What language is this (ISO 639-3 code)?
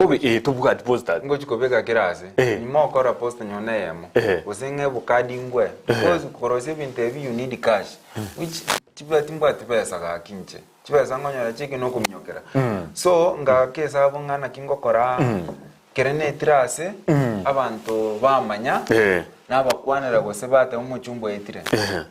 guz